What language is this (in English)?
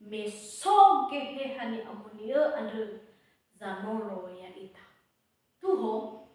Nias